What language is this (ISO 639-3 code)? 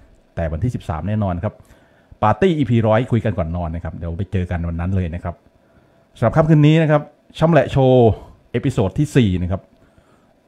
tha